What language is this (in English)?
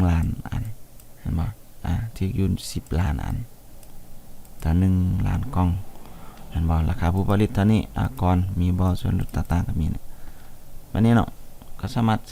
Lao